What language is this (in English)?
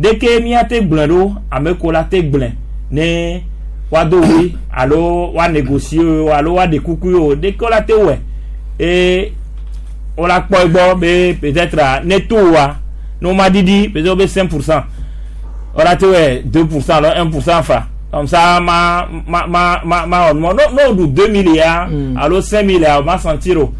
Gen